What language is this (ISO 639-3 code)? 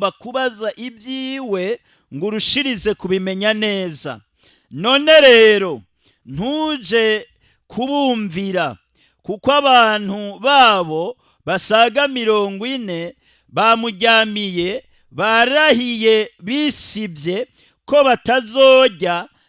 run